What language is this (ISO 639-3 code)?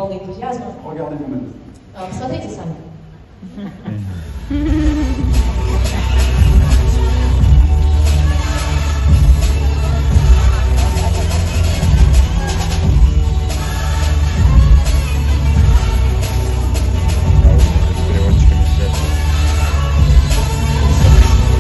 rus